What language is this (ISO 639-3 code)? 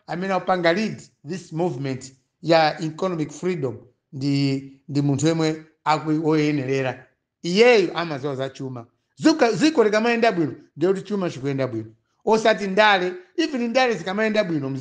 nya